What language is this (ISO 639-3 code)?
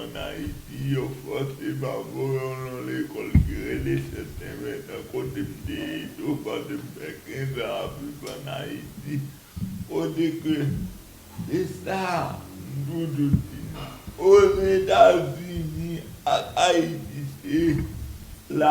hat